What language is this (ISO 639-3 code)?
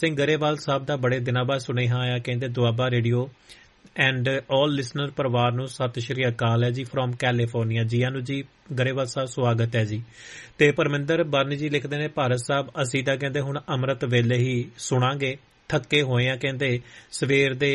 pan